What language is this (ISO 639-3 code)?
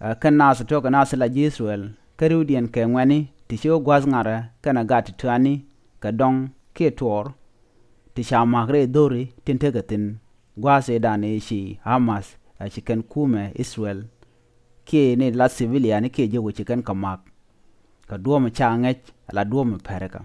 nus